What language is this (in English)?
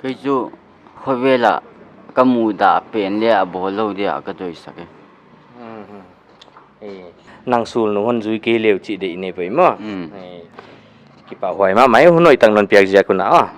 Paite Chin